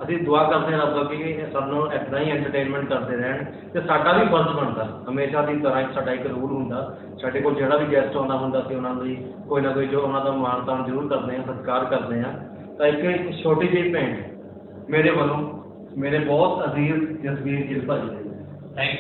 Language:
Punjabi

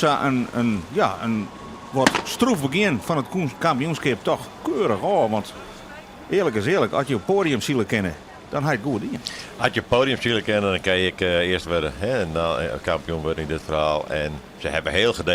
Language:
Western Frisian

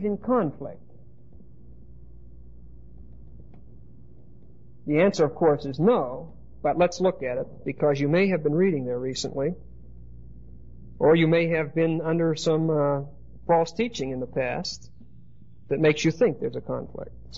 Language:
English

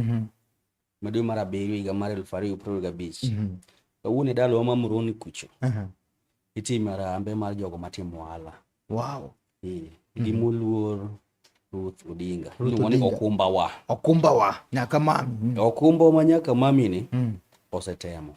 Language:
Luo (Kenya and Tanzania)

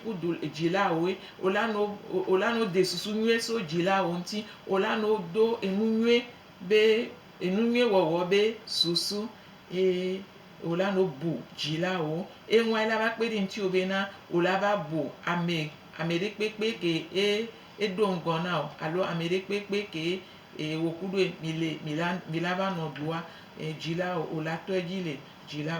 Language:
Gen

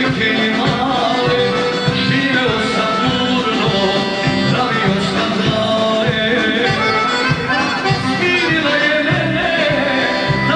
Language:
Serbian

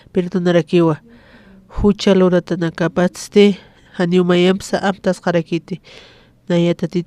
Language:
Aymara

